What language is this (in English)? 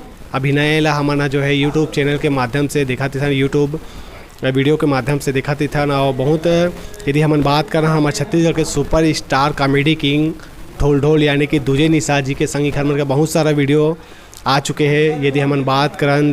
Chhattisgarhi